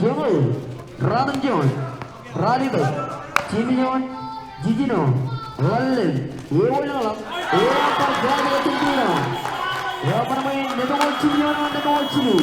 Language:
Marshallese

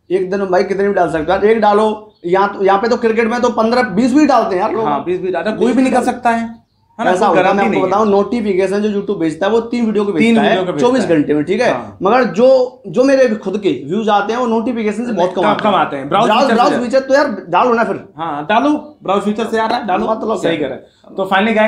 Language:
Hindi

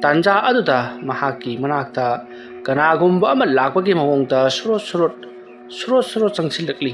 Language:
Manipuri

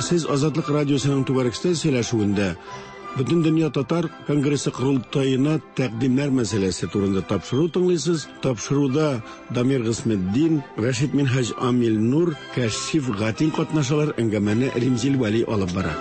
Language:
Tatar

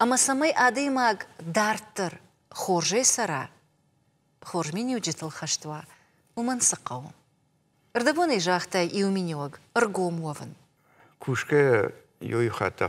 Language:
Ossetic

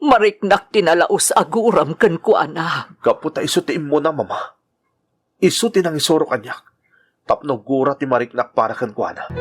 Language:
Iloko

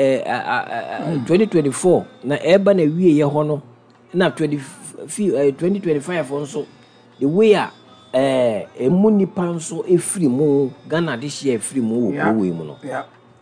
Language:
Akan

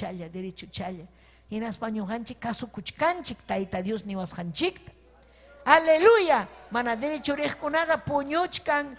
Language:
Ayacucho Quechua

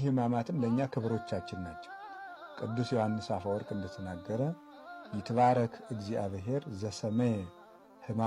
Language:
Amharic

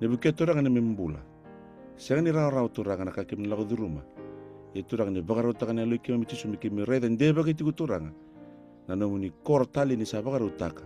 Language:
Fijian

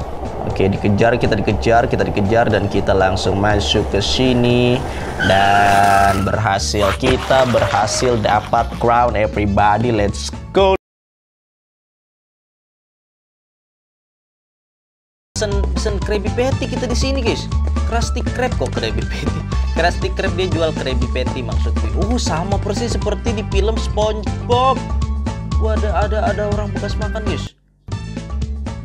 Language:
Indonesian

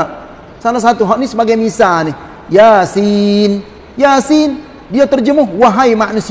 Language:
Malay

